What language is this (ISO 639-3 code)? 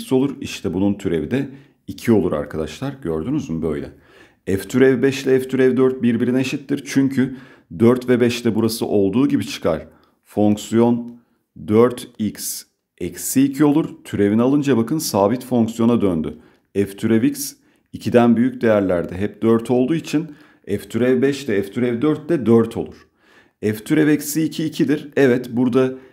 tur